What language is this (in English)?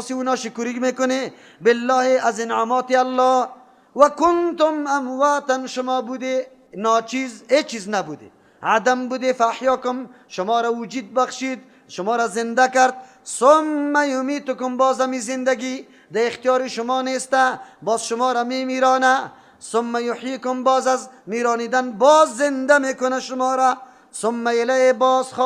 Persian